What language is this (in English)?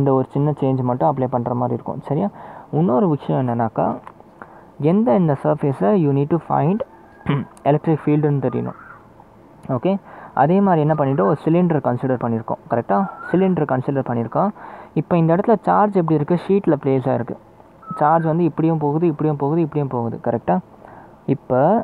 Tamil